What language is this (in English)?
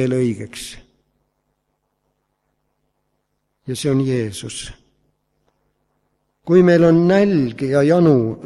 Estonian